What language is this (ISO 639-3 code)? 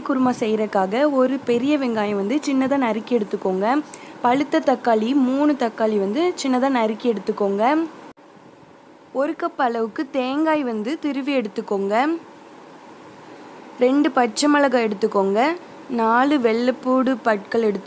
tam